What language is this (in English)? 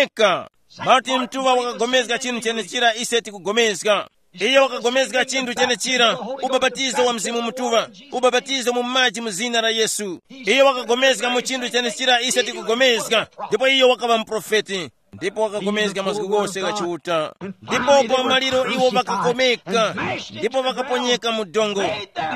Tumbuka